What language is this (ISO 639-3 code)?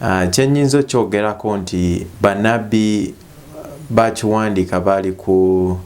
lug